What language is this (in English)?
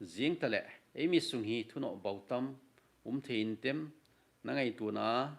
Thado Chin